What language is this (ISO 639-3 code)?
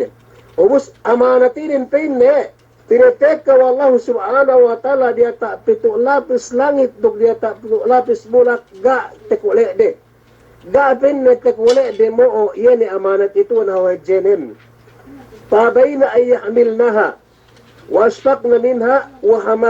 yka